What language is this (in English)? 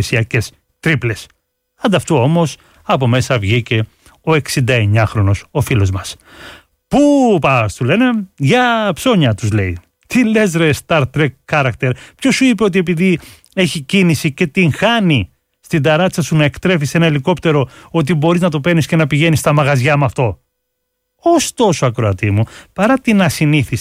Greek